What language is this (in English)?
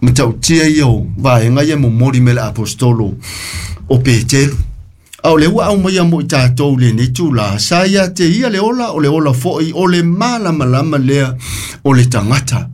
Samoan